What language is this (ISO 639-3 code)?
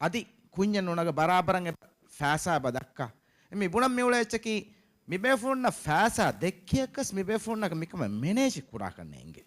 div